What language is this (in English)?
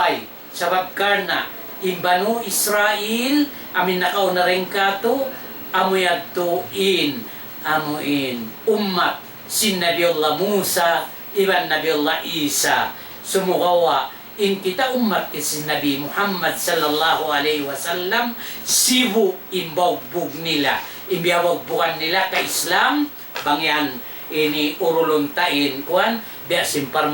Tausug